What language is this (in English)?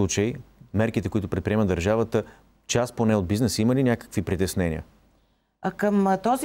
Bulgarian